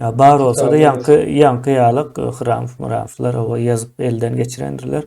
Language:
Turkmen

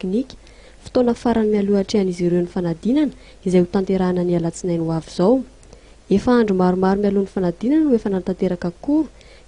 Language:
Malagasy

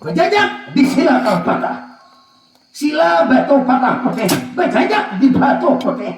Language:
Banjar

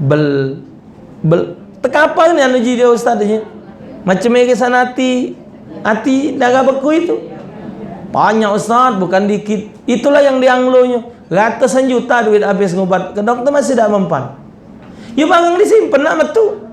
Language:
Musi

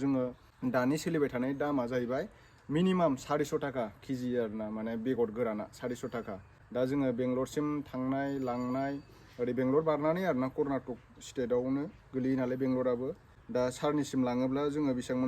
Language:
Bodo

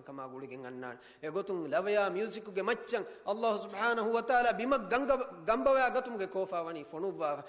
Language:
Divehi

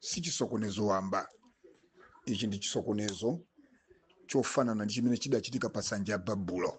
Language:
Nyanja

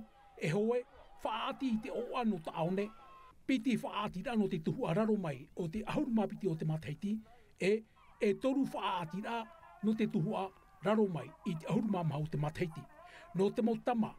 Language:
Tahitian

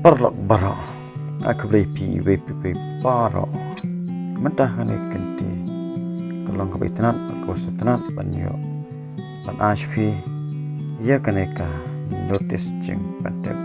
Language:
Khasi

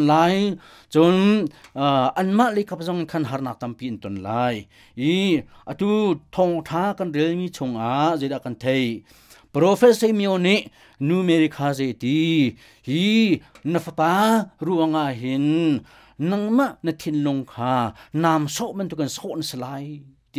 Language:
Hakha Chin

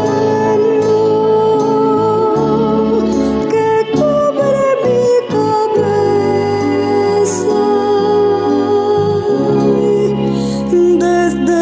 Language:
Spanish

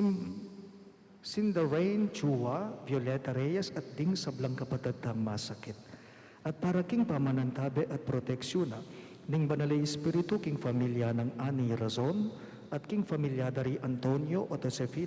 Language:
Pampanga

